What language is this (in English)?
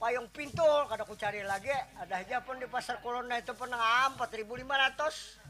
Banjar